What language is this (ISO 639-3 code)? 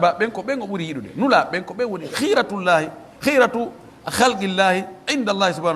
fuf